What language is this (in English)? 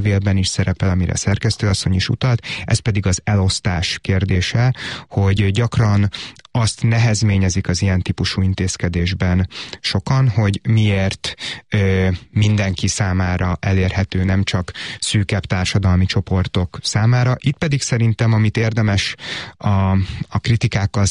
Hungarian